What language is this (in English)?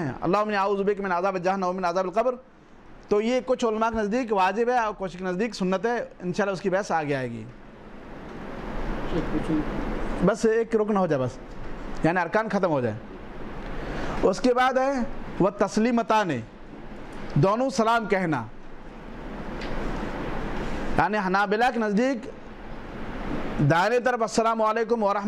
Urdu